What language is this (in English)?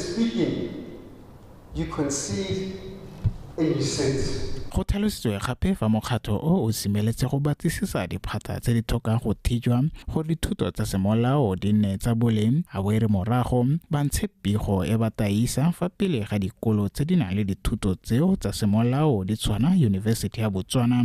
Tswana